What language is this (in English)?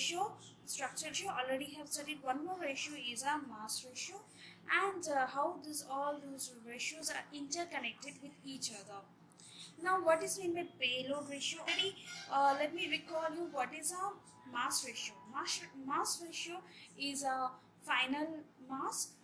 English